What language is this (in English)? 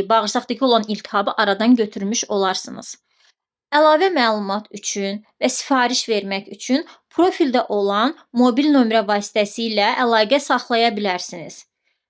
Azerbaijani